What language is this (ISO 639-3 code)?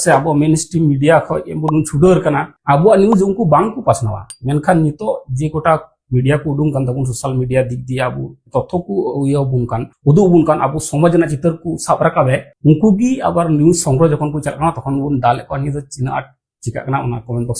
sat